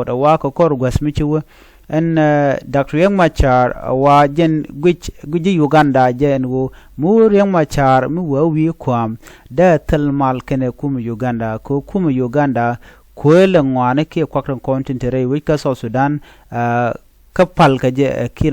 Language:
Nuer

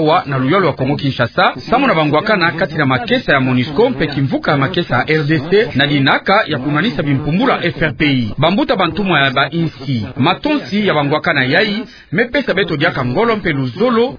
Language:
Kituba (Democratic Republic of Congo)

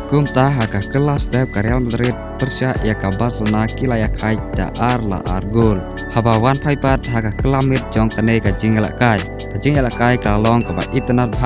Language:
Khasi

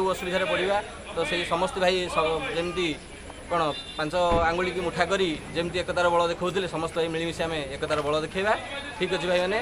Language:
Odia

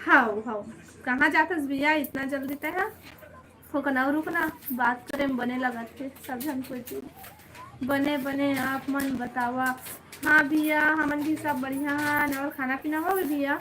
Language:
Chhattisgarhi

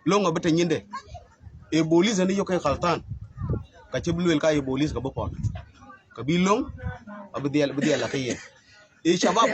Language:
Dinka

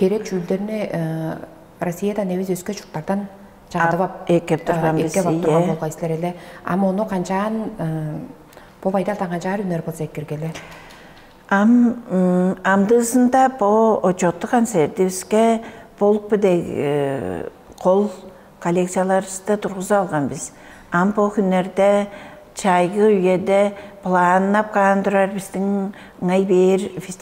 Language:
Tuvinian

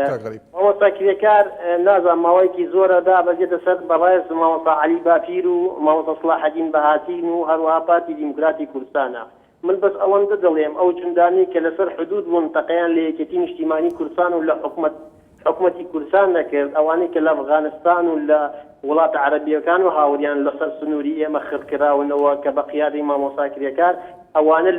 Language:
Central Kurdish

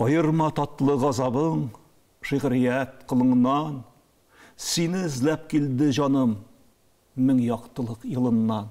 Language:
Tatar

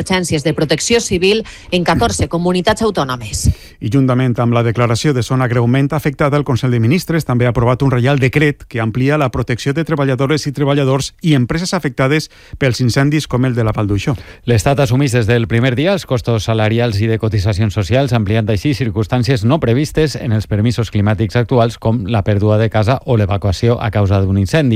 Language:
Catalan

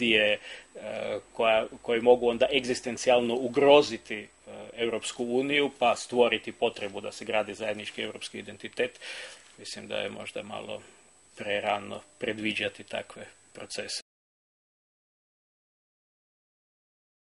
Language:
Croatian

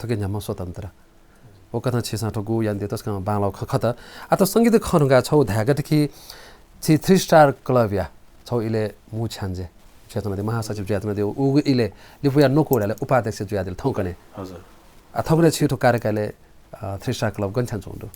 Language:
Newari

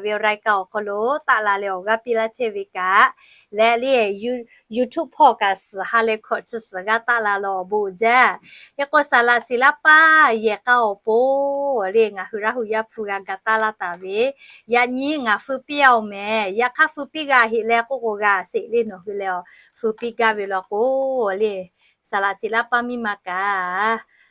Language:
Lahu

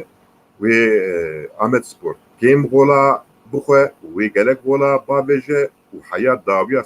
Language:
Kurdish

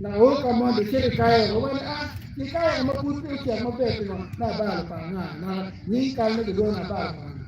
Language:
Acoli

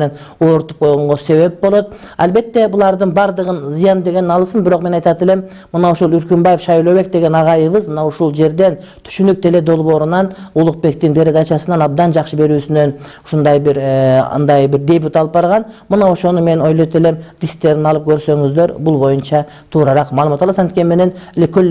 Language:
Kyrgyz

